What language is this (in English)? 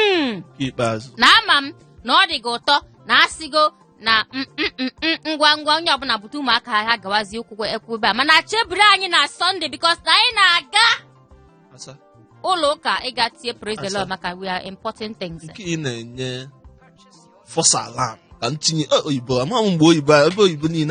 Igbo